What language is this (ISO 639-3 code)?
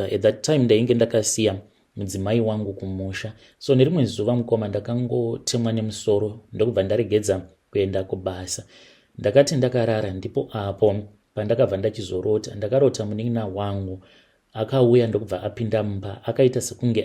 sna